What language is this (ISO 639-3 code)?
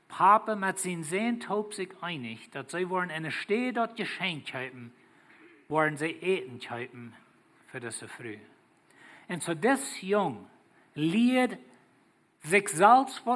pdt